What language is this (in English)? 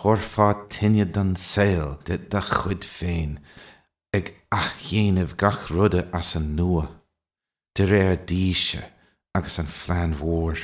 Irish